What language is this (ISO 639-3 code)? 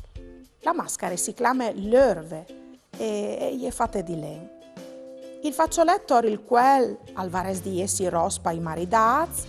fur